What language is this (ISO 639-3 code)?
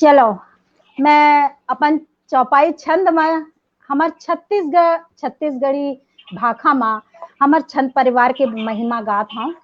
hne